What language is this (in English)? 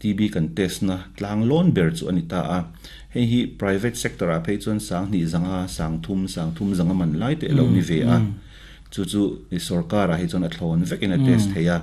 Mizo